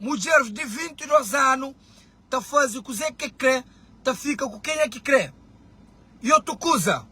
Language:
Kabuverdianu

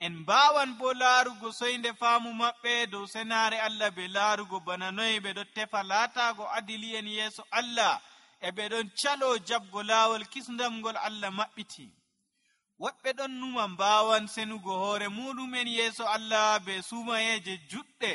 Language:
Nigerian Fulfulde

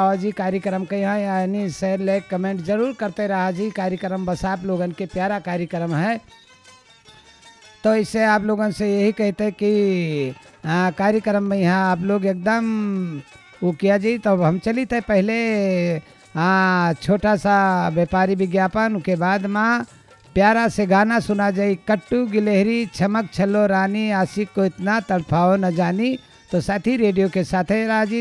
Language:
Bhojpuri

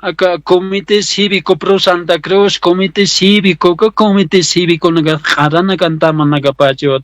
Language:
Aymara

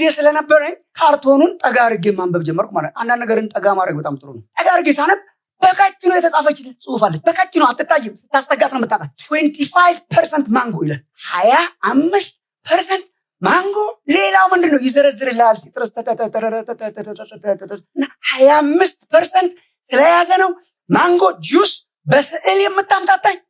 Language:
Amharic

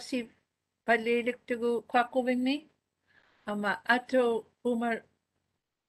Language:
Māori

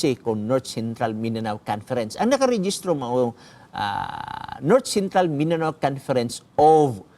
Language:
Cebuano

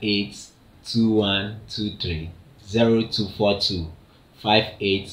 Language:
Ewe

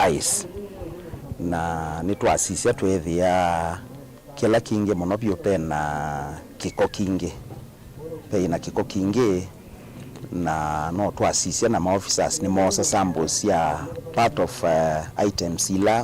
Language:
Kamba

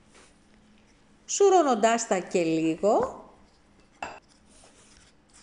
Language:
Greek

